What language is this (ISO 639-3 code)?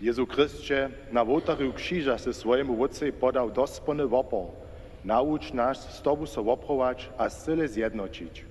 hsb